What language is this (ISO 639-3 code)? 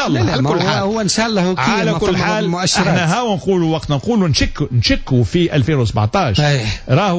aeb